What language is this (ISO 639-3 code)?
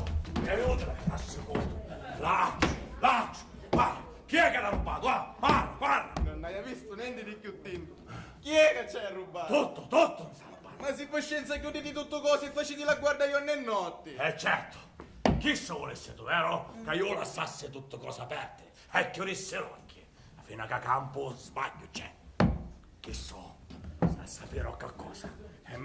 scn